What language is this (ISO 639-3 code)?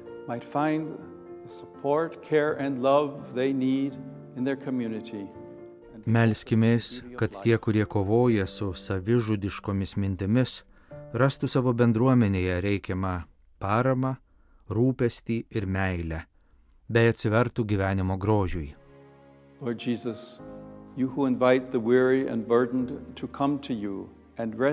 lit